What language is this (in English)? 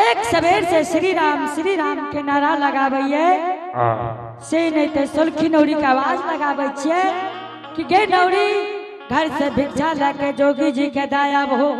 Angika